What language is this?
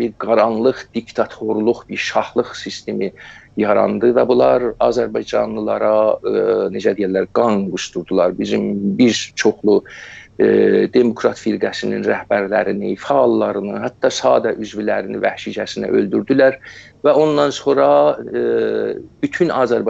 South Azerbaijani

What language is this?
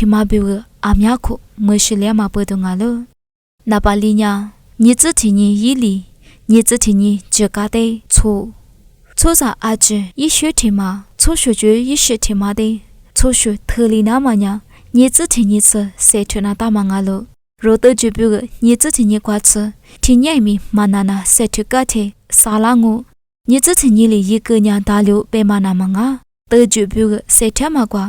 Lisu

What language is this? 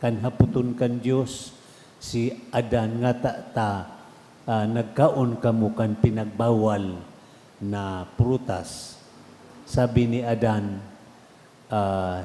Bikol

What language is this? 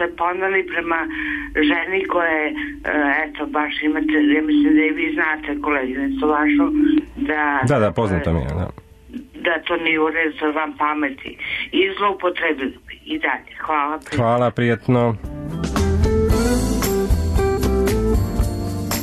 Serbian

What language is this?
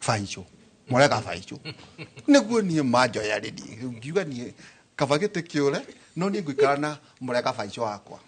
Kikuyu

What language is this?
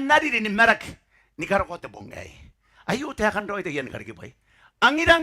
Gilbertese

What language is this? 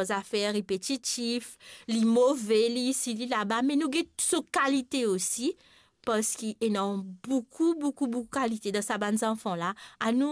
Morisyen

